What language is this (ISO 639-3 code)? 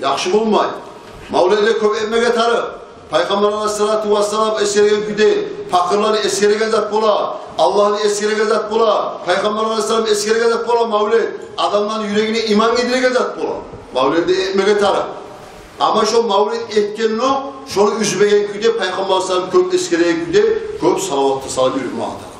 kum